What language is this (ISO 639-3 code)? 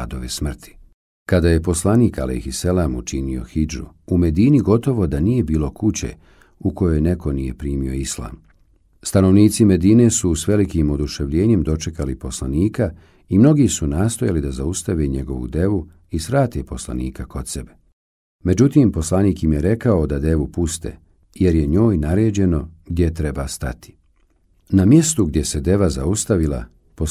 bos